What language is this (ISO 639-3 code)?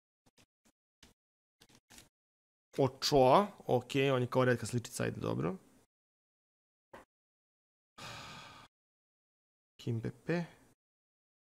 srp